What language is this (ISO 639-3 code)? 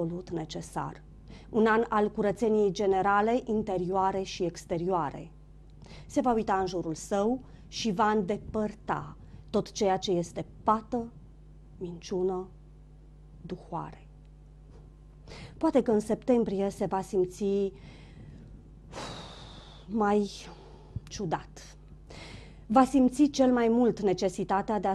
ron